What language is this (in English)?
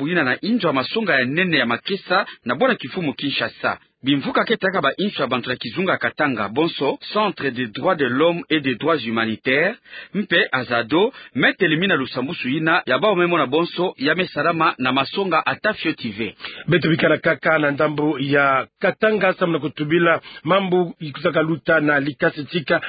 Kituba (Democratic Republic of Congo)